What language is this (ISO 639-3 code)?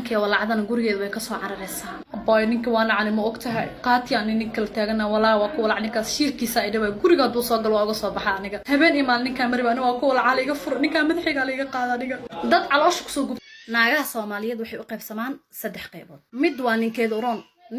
som